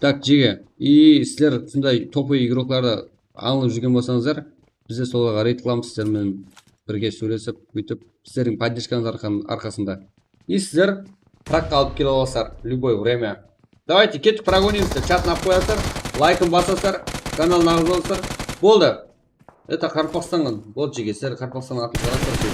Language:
Kara-Kalpak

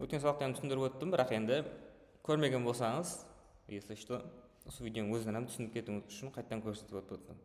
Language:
Kara-Kalpak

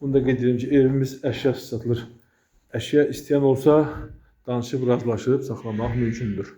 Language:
Azerbaijani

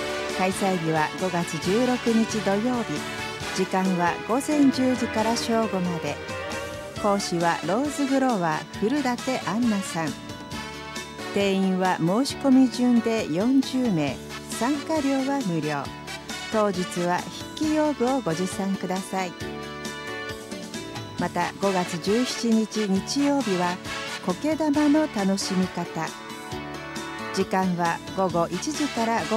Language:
Japanese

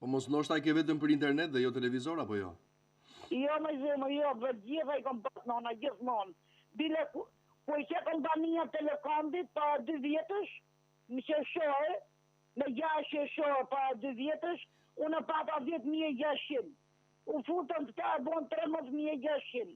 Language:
Albanian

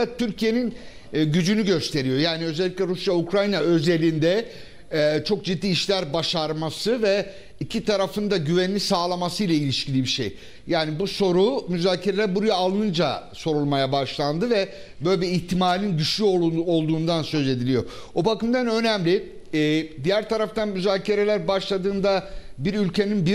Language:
Turkish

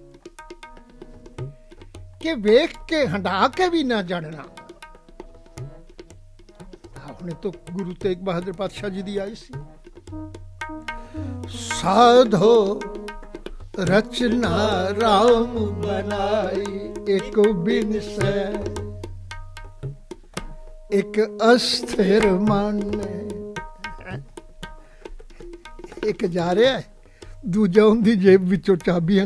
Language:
Punjabi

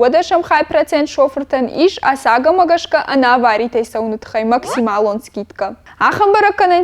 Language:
Ossetic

